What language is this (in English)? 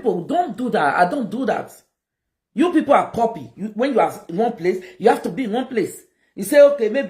Nigerian Pidgin